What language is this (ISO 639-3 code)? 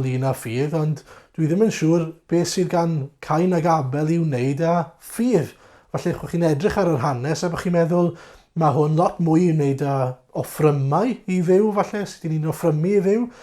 cym